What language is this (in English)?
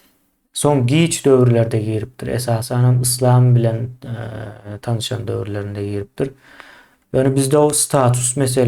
Turkmen